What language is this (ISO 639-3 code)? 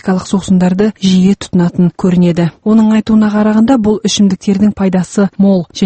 kaz